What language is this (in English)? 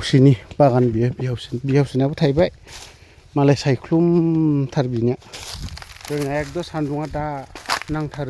Bodo